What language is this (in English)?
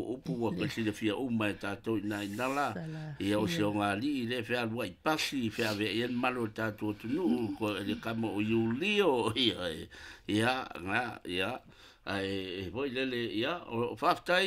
Samoan